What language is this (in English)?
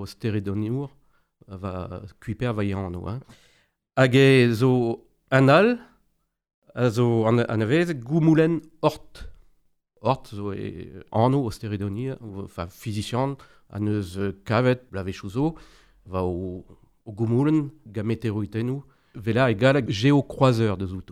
Breton